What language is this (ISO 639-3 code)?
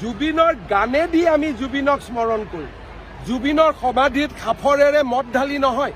asm